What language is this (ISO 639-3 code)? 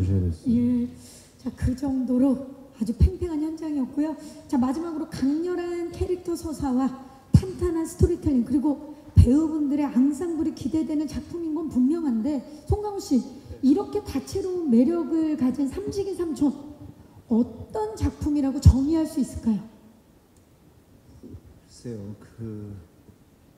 kor